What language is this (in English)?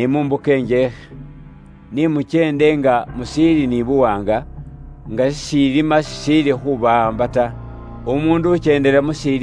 Luyia